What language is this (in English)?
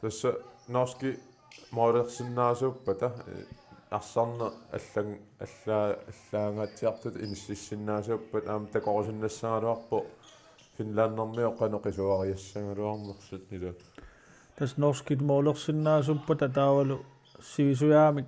Kalaallisut